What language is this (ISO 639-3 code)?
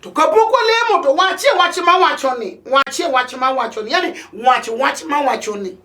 luo